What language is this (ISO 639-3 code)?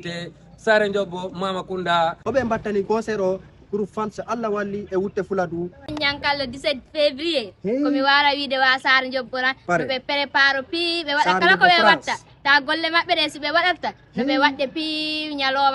ful